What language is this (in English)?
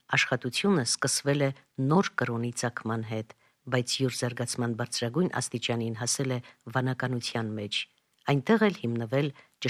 Armenian